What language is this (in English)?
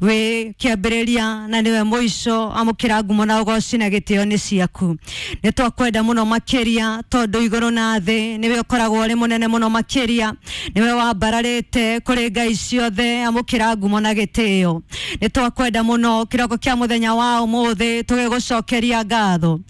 Kikuyu